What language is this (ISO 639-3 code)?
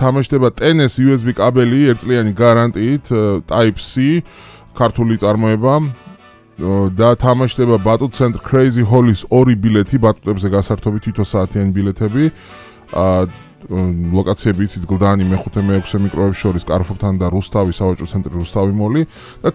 kat